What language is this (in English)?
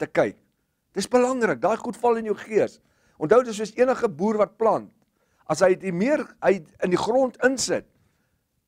Afrikaans